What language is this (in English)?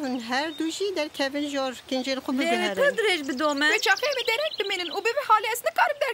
Kurdish